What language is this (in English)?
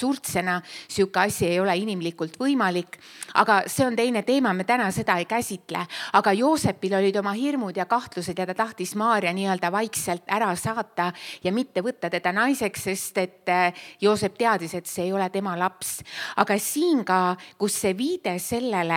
Estonian